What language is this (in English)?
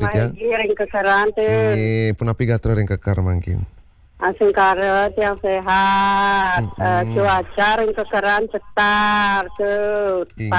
Balinese